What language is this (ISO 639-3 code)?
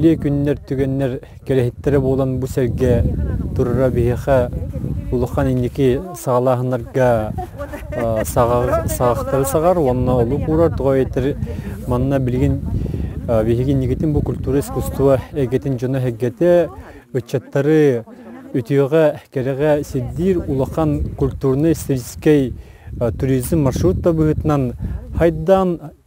sah